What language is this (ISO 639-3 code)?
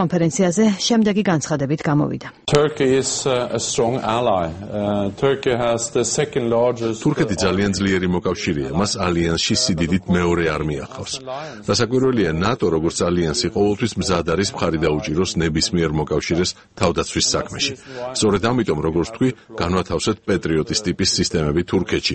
kat